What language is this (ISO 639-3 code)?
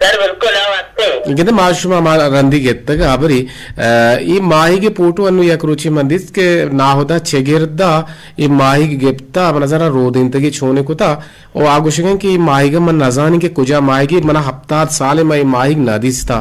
bgp